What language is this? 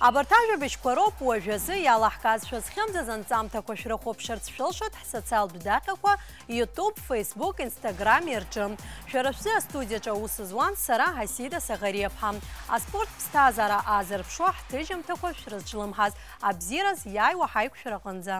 Abkhazian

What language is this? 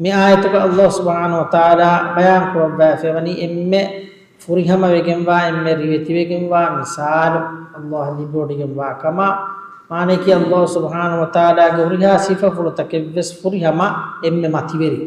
Divehi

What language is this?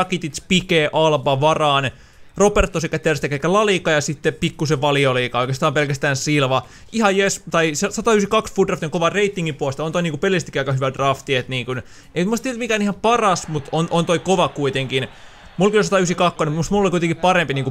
Finnish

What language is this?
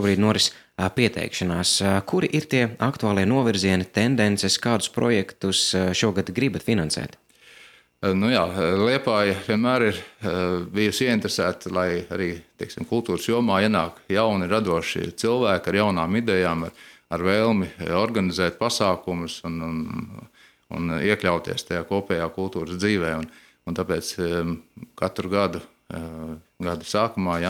Latvian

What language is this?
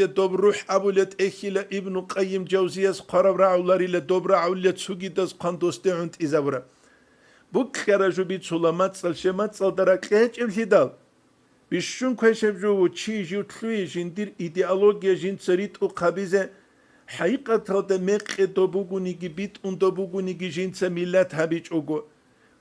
Avaric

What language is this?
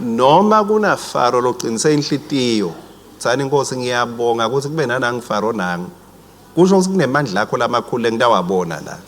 Swati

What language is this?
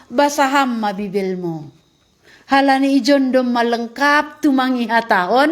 Batak Simalungun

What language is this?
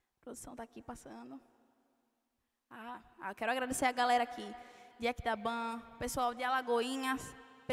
Portuguese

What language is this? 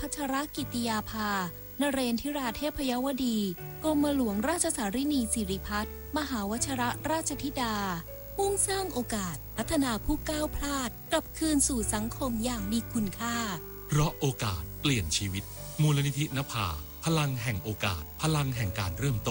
Thai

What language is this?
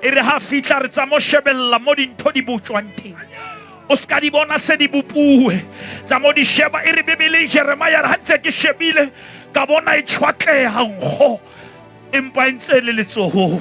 Southern Sotho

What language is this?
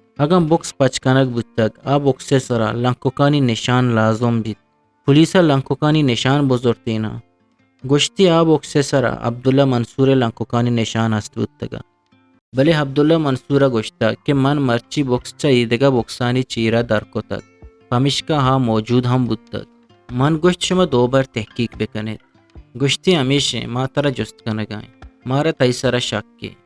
Eastern Balochi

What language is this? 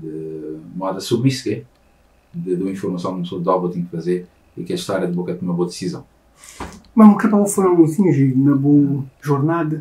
Kabuverdianu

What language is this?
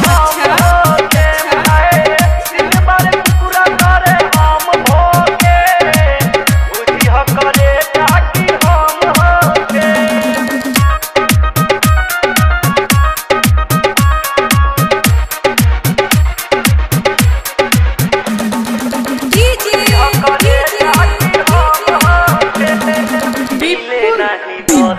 Bhojpuri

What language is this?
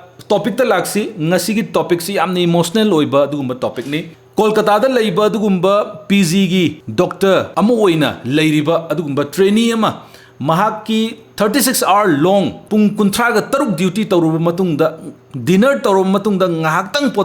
Manipuri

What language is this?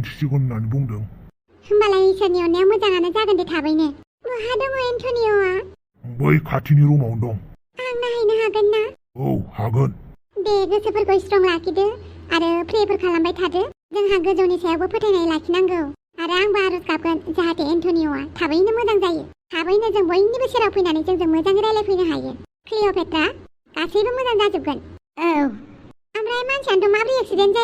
Bodo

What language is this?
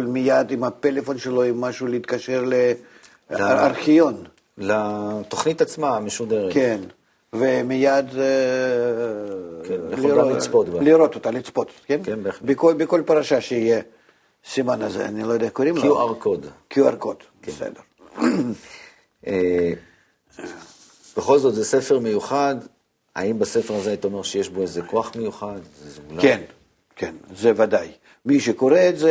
Hebrew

